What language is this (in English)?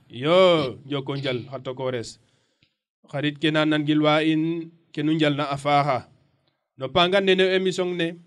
Serer